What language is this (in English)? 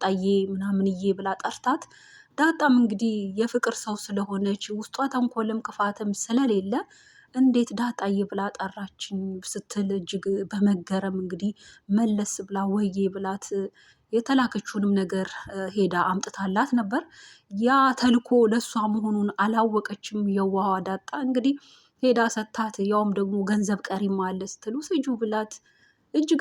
Amharic